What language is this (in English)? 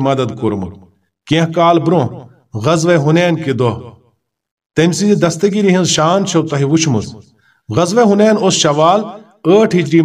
Kashmiri